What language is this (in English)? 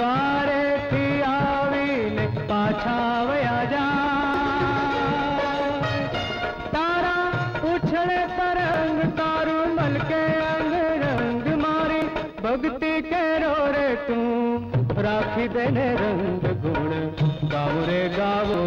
Gujarati